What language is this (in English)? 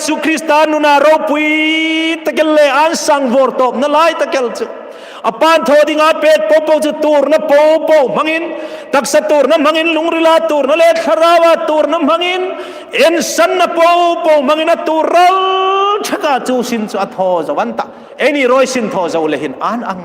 Hmar